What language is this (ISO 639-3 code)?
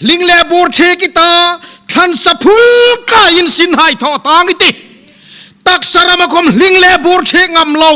hmr